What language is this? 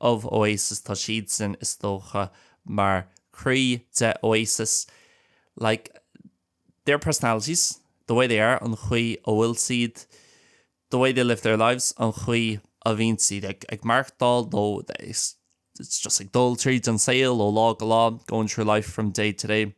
Irish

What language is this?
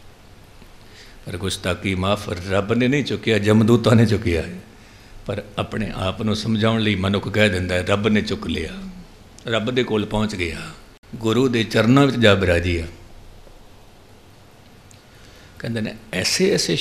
Punjabi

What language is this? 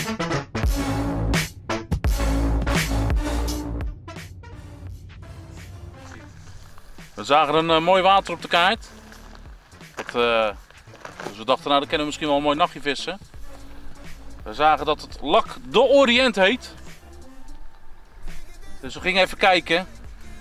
Dutch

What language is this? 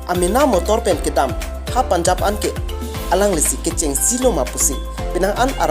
Karbi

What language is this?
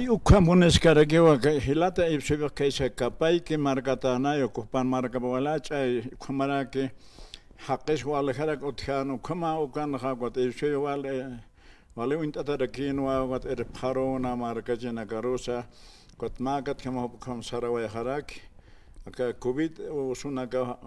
Aymara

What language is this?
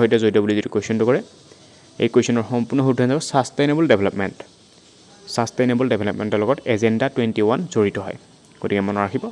Assamese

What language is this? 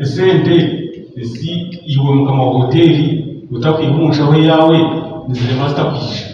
Nyankole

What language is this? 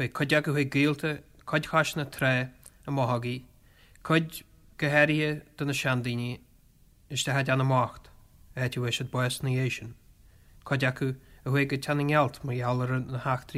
Irish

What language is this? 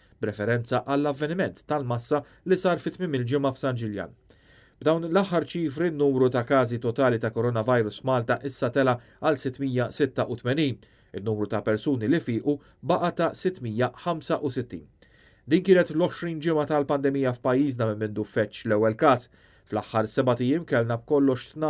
Maltese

